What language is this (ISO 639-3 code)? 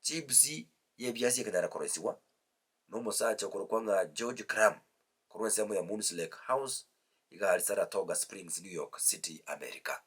guz